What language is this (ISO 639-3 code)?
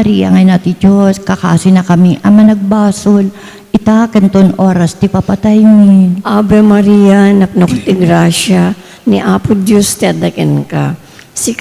ilo